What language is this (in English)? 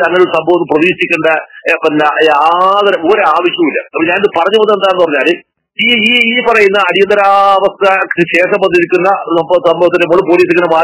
Malayalam